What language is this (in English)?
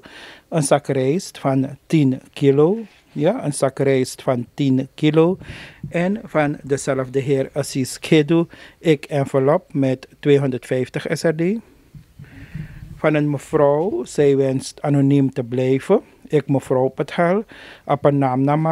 Dutch